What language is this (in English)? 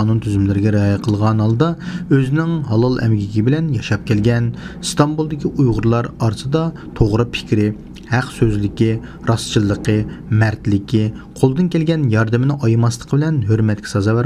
Uyghur